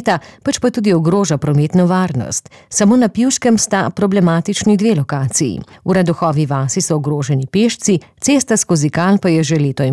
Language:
Slovenian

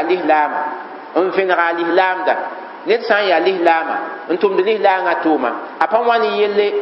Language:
Mossi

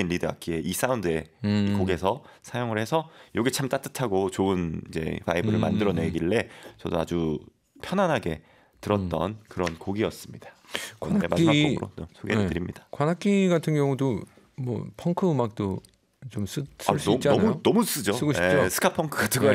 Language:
Korean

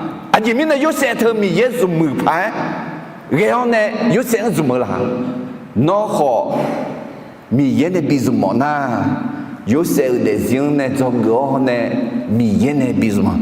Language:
Akha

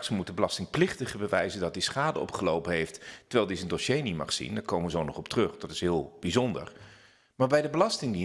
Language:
Dutch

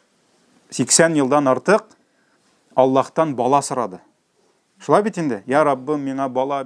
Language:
Tatar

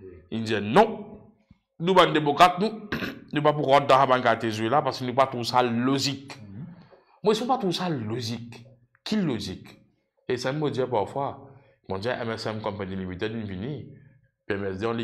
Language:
Morisyen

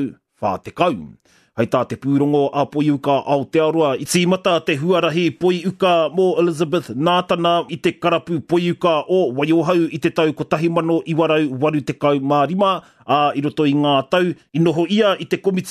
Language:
Māori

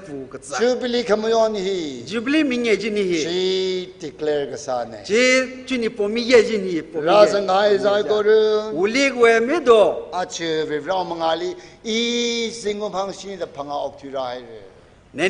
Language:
Tangkhul Naga (India)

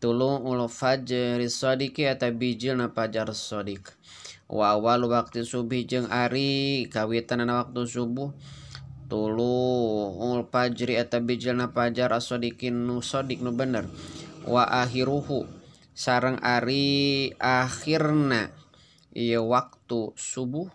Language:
Sundanese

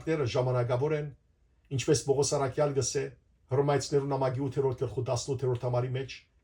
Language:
Western Armenian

